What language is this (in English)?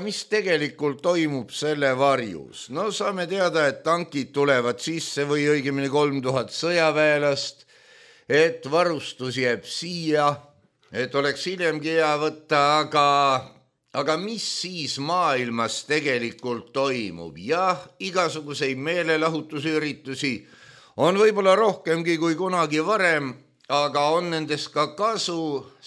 Estonian